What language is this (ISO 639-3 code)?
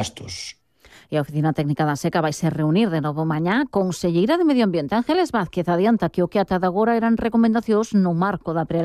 glg